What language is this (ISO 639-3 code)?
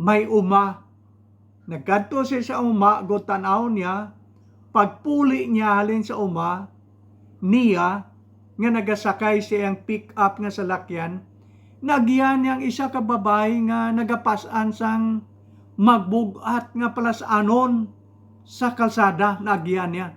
hil